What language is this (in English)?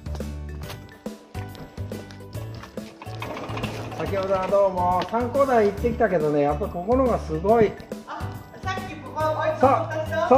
Japanese